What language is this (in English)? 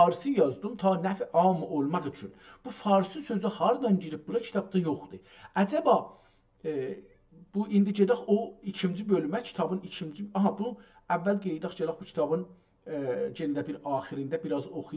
South Azerbaijani